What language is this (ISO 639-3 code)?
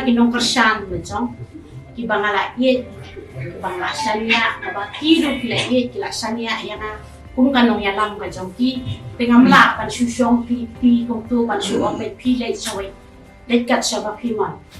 kha